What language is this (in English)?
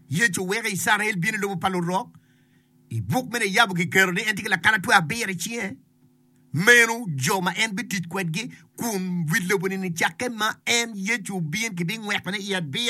Acoli